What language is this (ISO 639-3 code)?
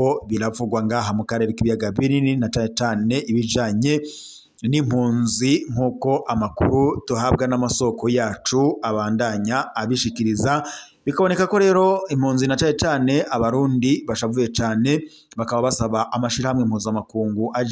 run